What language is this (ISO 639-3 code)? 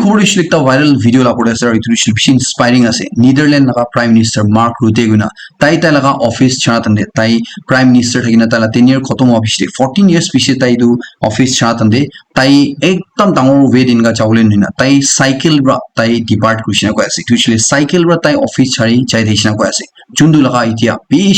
nag